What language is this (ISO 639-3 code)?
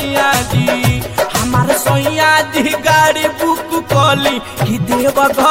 bho